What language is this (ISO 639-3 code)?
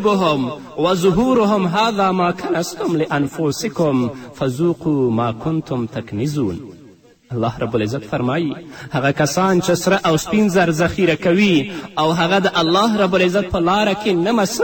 pus